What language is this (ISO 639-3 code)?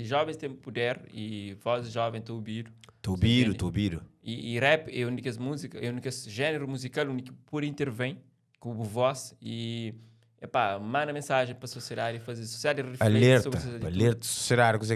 kea